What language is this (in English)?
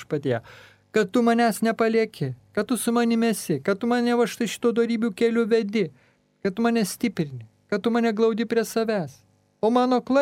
Lithuanian